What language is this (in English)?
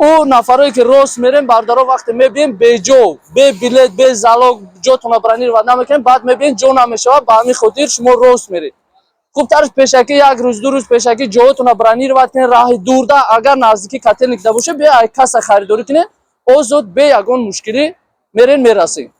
Tajik